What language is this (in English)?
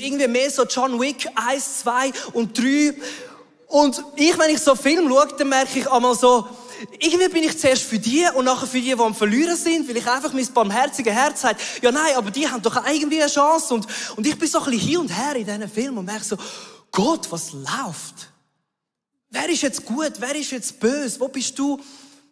Swiss German